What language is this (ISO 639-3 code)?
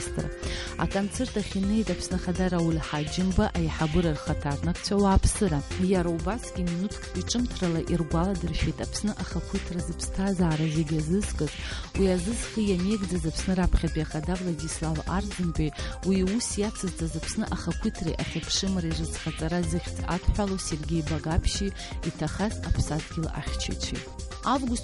abk